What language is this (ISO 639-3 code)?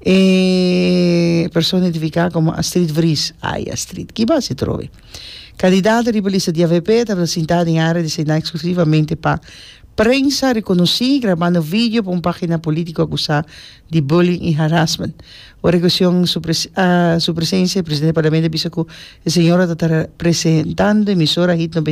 pap